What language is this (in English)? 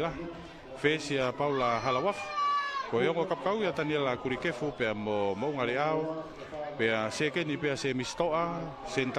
Tongan